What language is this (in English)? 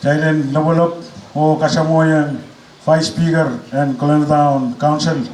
Pohnpeian